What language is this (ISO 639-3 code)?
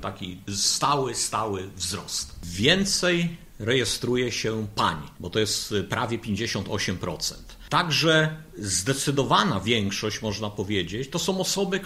pol